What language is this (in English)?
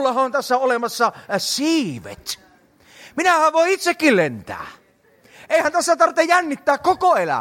Finnish